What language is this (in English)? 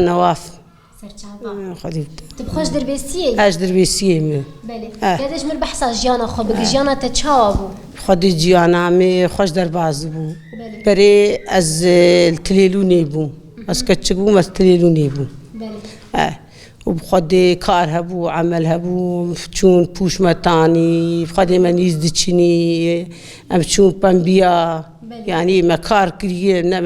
Kurdish